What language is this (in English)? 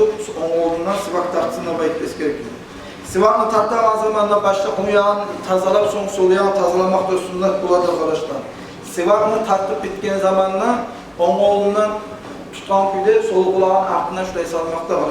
Kumyk